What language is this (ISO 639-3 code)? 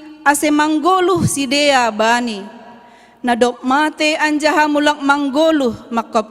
bts